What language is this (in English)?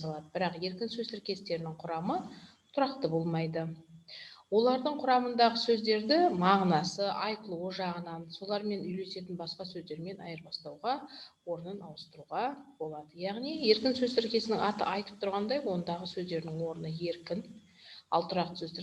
Kazakh